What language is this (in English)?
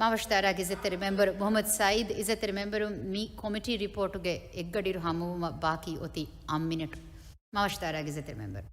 Divehi